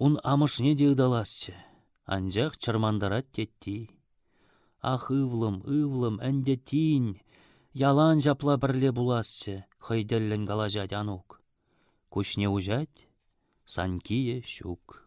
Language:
Chuvash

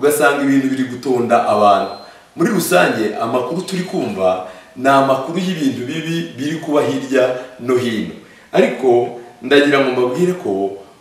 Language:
Kinyarwanda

